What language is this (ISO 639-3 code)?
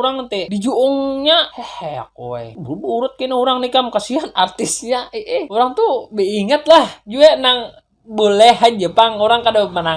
bjn